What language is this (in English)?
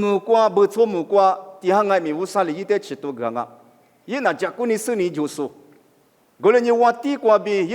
Lisu